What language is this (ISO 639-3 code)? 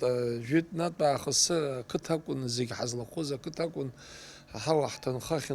abk